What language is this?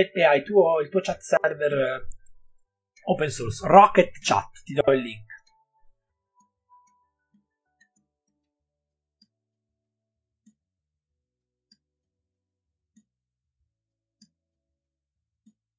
Italian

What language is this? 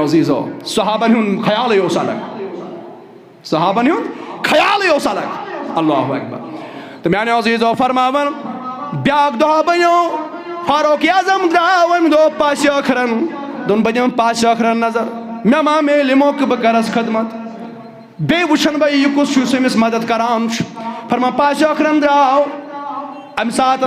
Kashmiri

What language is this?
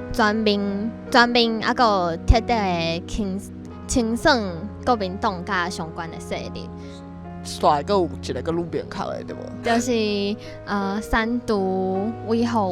Min Nan Chinese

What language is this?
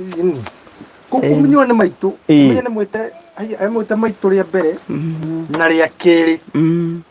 Kikuyu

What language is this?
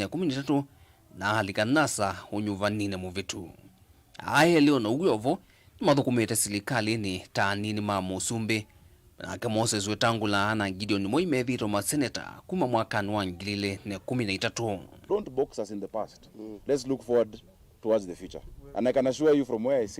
Kamba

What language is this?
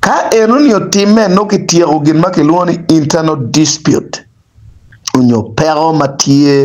Acoli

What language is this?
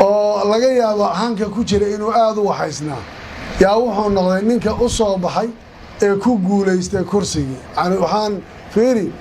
Somali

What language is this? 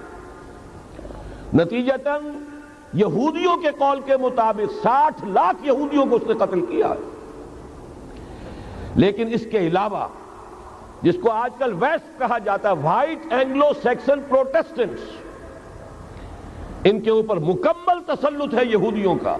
Urdu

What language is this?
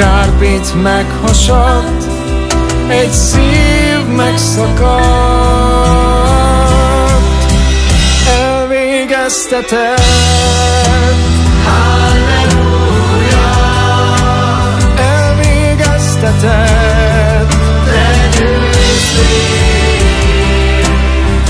Hungarian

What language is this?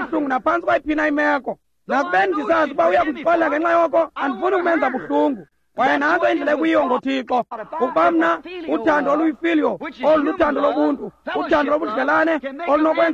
Xhosa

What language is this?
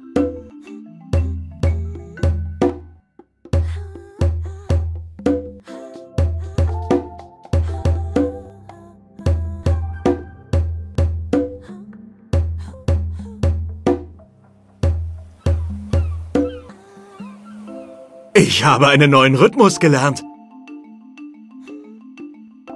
German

